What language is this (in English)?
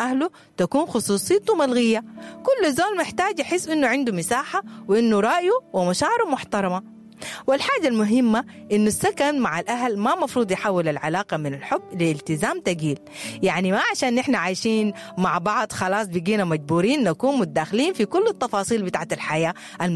Sudanese Arabic